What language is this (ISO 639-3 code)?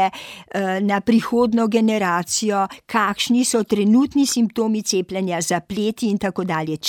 slv